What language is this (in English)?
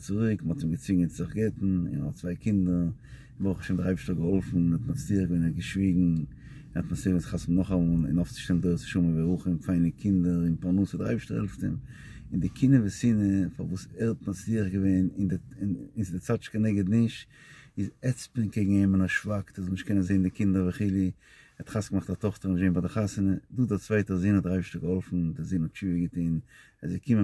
Yiddish